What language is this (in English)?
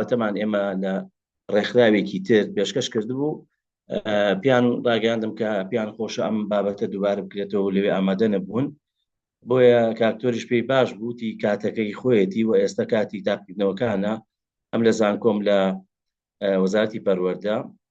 Central Kurdish